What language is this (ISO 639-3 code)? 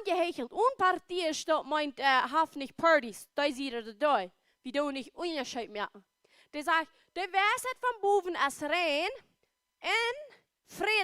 pdt